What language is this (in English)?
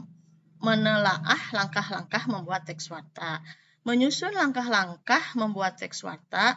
Sundanese